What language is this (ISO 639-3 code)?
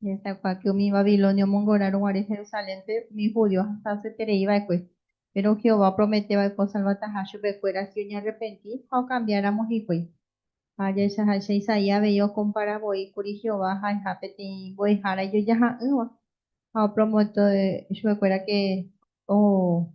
grn